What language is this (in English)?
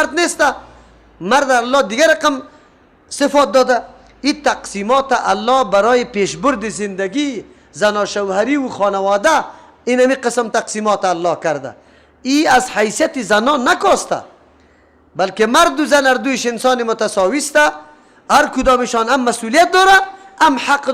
Persian